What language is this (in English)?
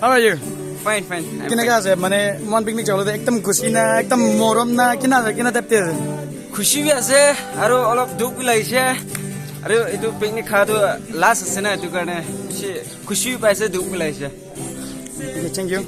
Naga Pidgin